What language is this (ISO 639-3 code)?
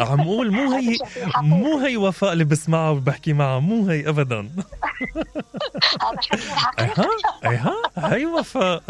acm